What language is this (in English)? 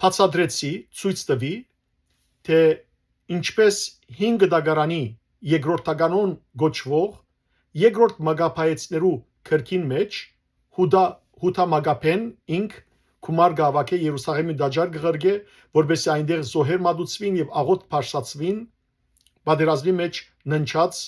Western Armenian